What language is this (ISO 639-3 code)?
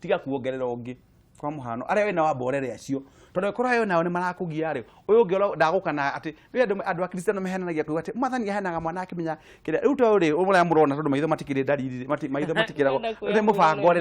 kik